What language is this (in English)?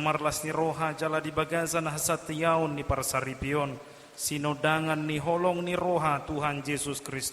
Batak Toba